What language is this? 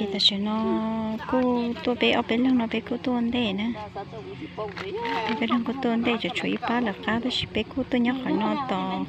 Hmong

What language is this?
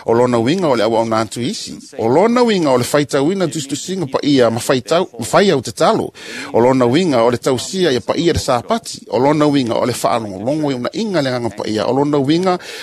Samoan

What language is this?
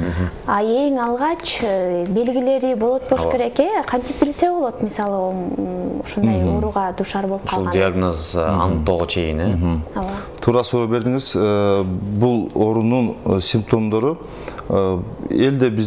Kyrgyz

